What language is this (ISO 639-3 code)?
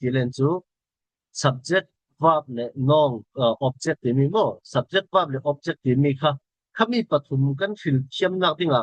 cfm